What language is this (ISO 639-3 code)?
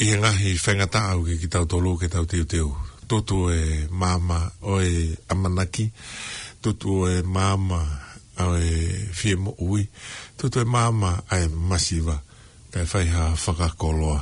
ton